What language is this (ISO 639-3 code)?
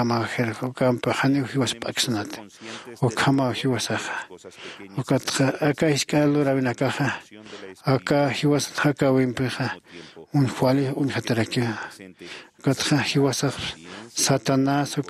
aym